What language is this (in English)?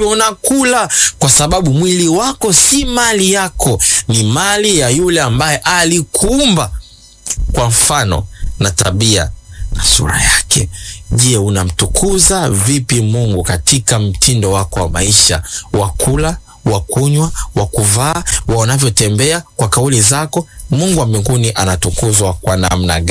Swahili